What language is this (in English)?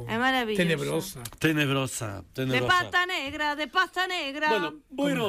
Galician